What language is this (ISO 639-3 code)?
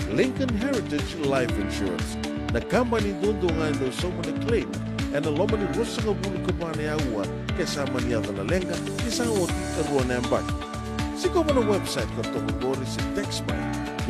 fij